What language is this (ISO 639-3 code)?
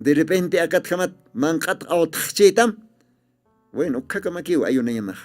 aym